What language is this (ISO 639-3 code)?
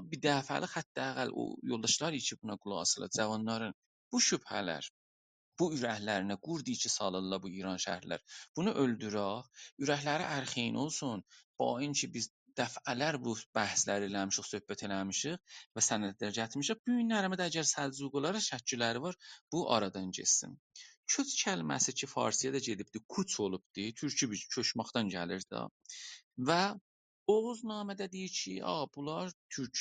azb